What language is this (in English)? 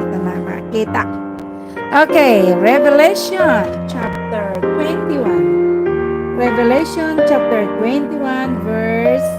Waray